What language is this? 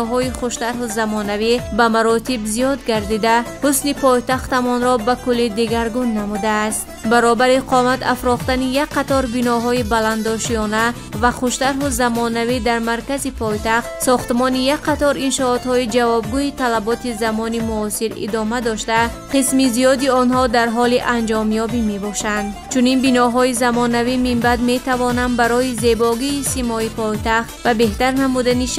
Tajik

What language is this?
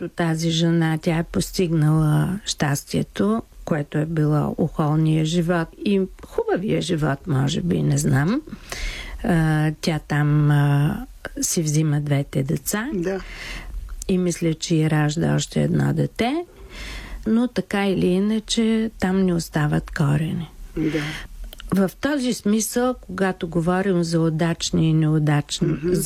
Bulgarian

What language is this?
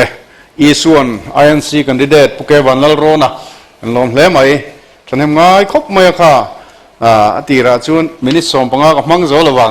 Mizo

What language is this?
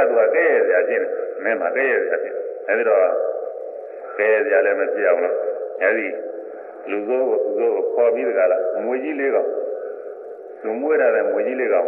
Burmese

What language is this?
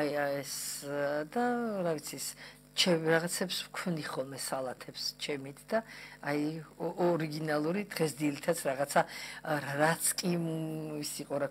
Georgian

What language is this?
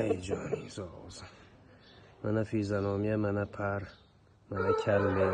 Uzbek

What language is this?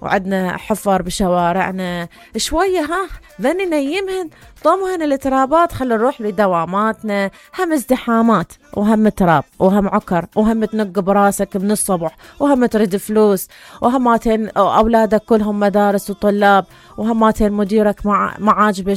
Mesopotamian Arabic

